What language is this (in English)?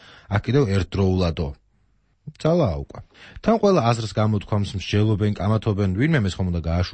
Georgian